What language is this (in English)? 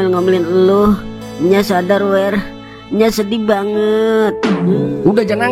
Betawi